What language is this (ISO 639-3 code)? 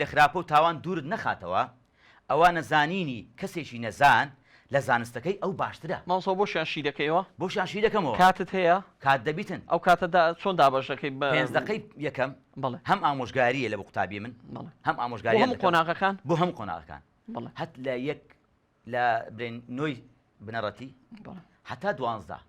ckb